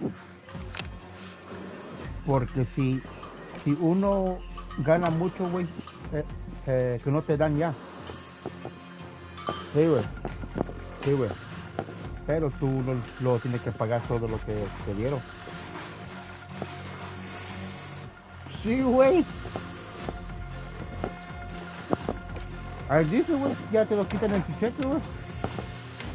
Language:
Spanish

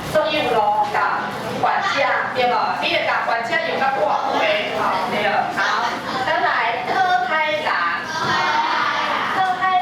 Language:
Min Nan Chinese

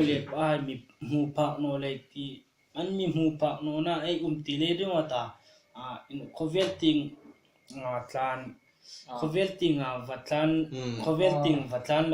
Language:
Hmar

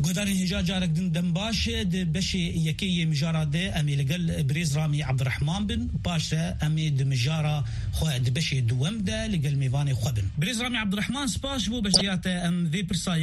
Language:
Kurdish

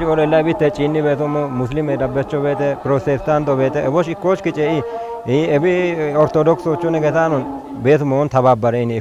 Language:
Kafa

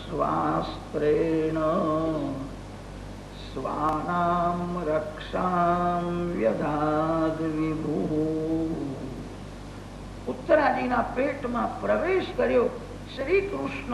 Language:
Gujarati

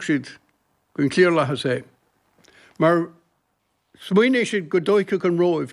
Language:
Irish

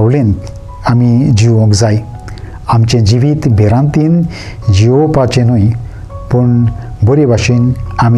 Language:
Konkani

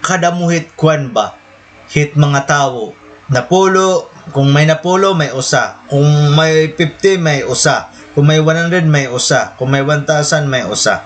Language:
Waray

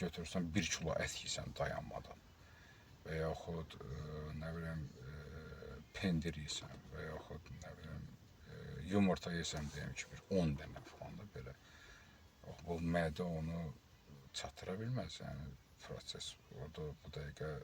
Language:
Azerbaijani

